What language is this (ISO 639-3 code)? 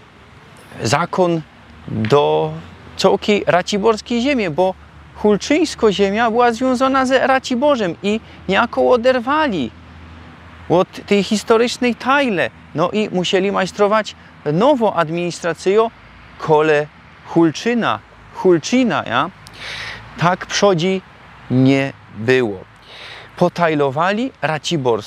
szl